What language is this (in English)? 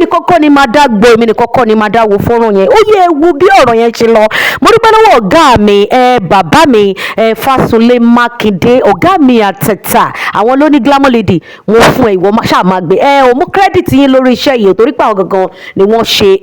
Yoruba